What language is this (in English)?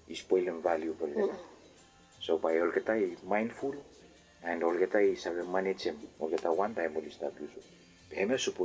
Bislama